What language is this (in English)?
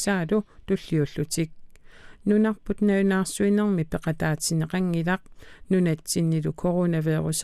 Kalaallisut